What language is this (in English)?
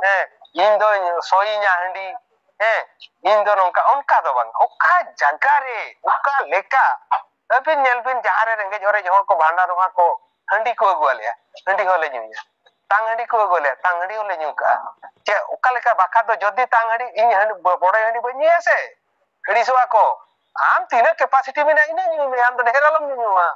Santali